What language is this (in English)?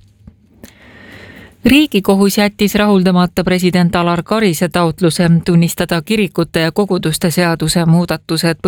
Estonian